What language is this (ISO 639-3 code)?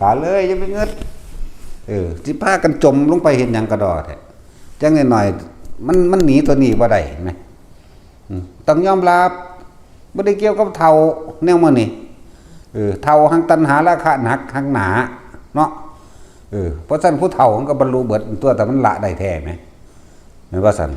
tts